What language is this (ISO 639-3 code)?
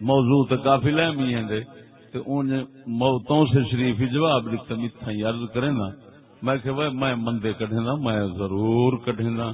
skr